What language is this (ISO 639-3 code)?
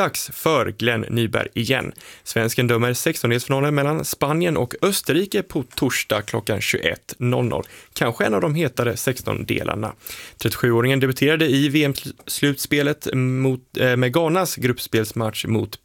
swe